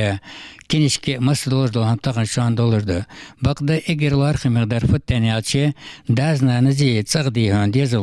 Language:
Ingush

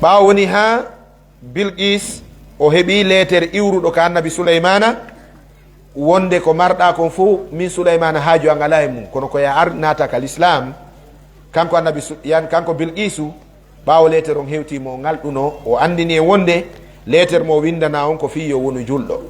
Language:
Fula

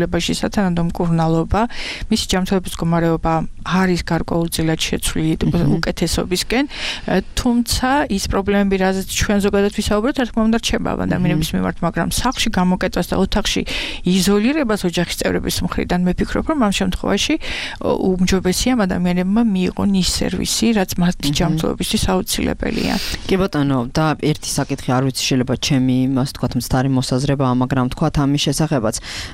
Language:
Georgian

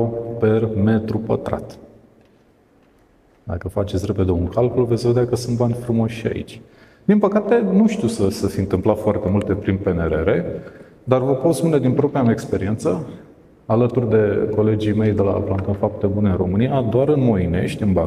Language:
Romanian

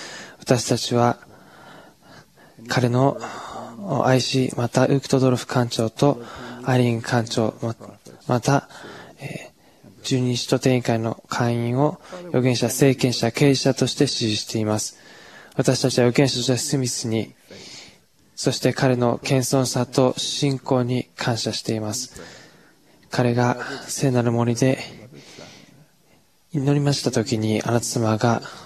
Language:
Japanese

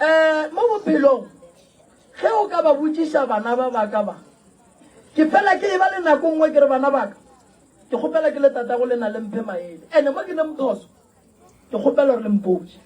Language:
Northern Sotho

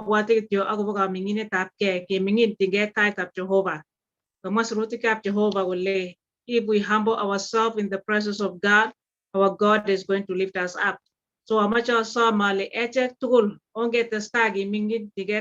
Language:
Kalenjin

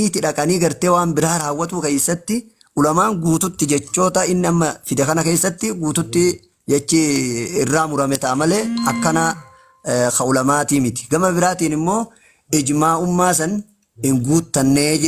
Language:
Oromo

